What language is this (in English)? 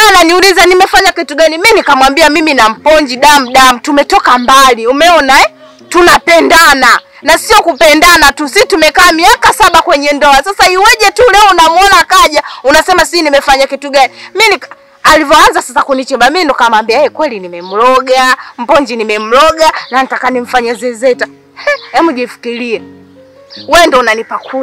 Swahili